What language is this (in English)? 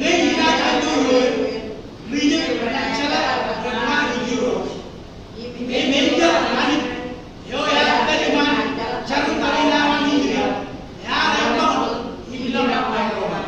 Marshallese